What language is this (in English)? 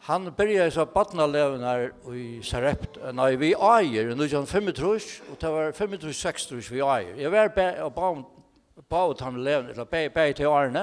Faroese